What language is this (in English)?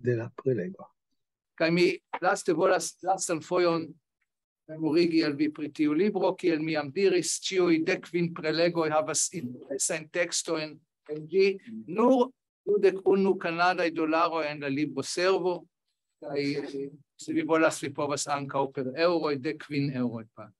Esperanto